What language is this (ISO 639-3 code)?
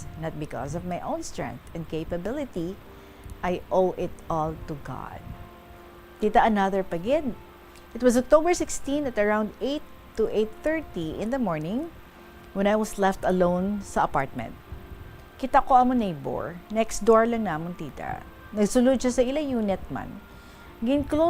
hil